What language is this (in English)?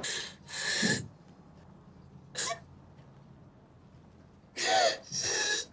Turkish